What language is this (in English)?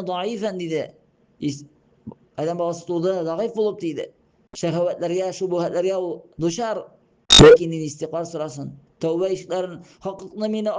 Tatar